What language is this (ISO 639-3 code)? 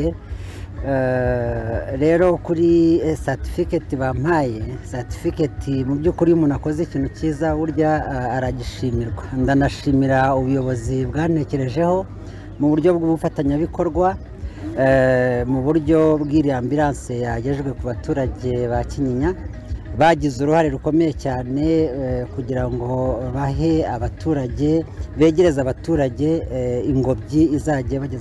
kin